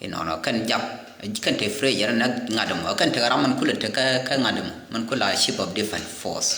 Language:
Nuer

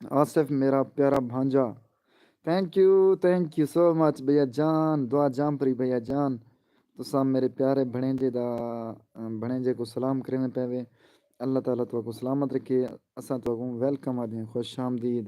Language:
Saraiki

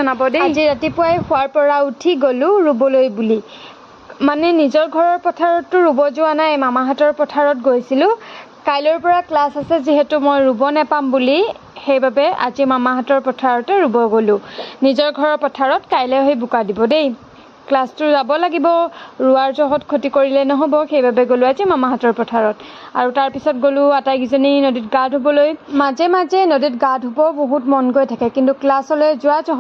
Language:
Assamese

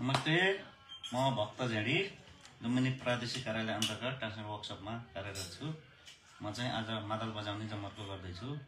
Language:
Nepali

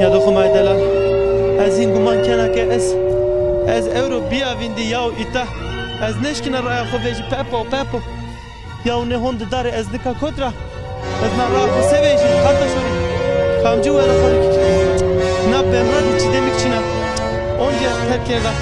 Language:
Zaza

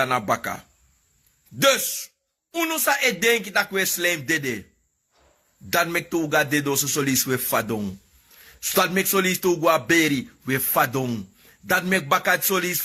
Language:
Sranan Tongo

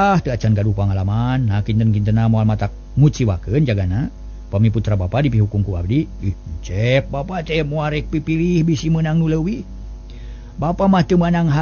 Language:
Sundanese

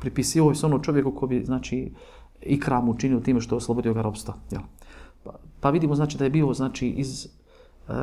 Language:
Bosnian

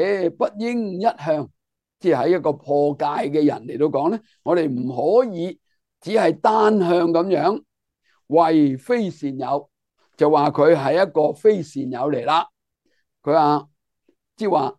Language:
Cantonese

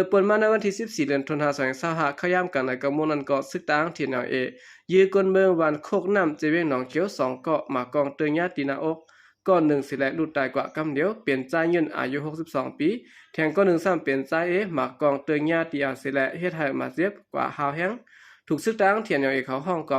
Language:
Shan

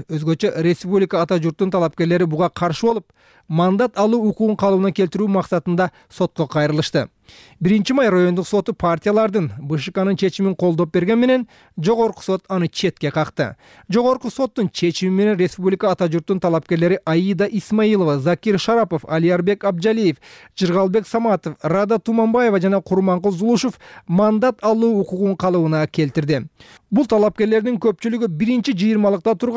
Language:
Kyrgyz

